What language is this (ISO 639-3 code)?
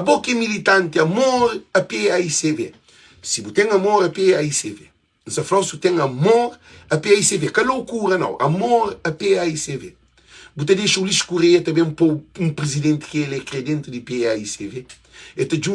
kea